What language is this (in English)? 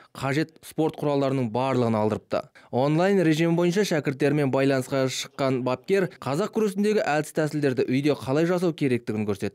Kazakh